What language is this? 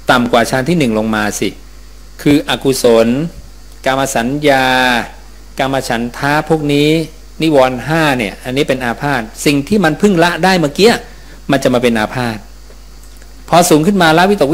Thai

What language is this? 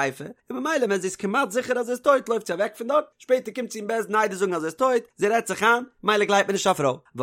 Yiddish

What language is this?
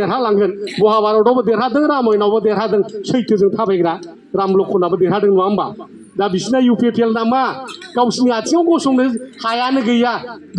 Bodo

